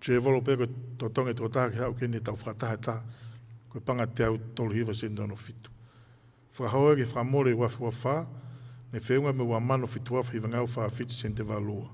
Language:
Tongan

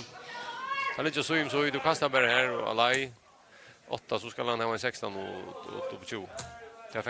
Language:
Faroese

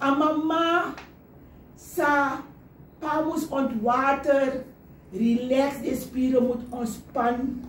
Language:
Sranan Tongo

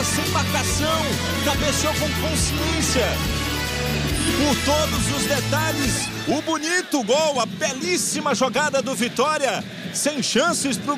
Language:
Portuguese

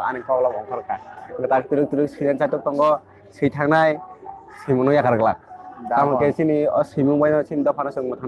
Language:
Kok Borok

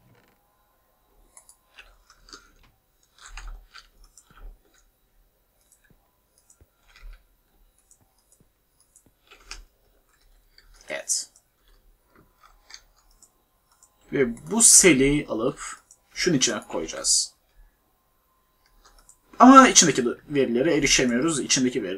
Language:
Turkish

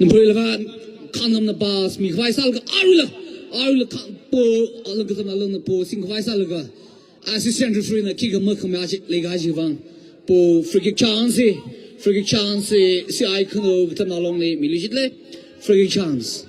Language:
Tangkhul Naga (India)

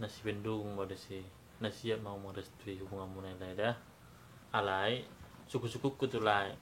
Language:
Batak Toba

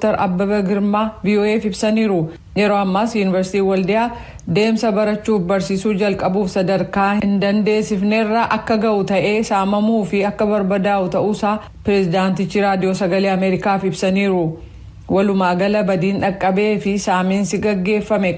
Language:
Oromo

